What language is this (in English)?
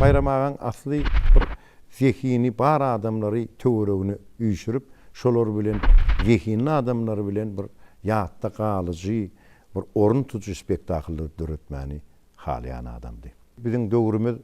Turkmen